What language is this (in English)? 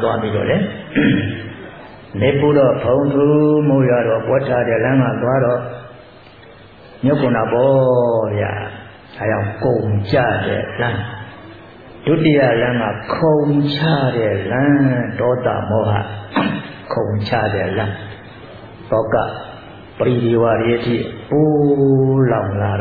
Burmese